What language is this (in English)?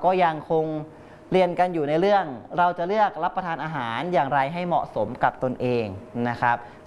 Thai